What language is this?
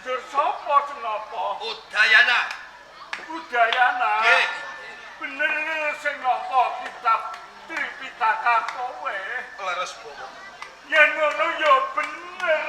Javanese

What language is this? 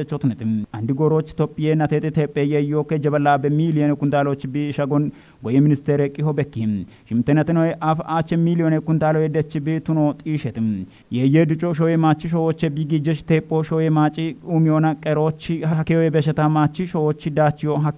Kafa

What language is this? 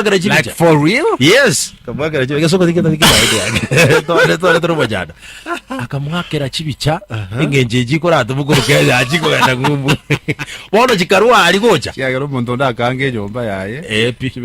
Gusii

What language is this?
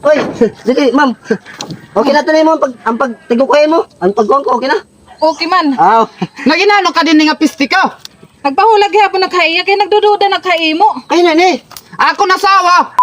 Waray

